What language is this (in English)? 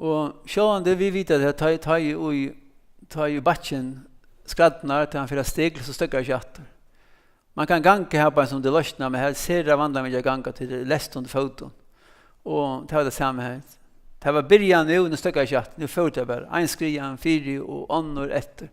Faroese